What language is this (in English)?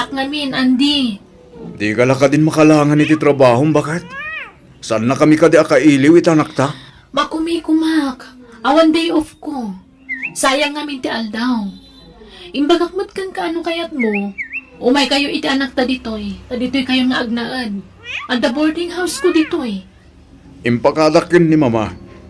Iloko